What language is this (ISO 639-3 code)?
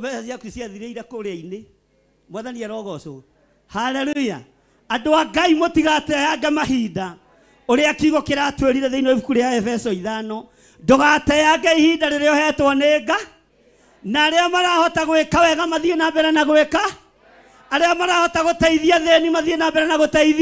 kik